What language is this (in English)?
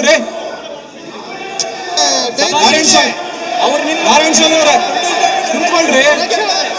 Kannada